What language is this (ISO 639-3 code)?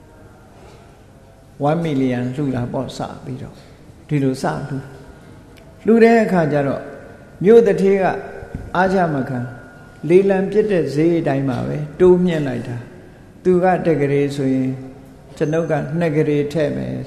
mya